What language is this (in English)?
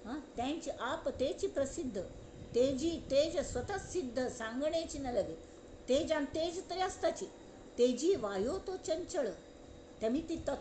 Konkani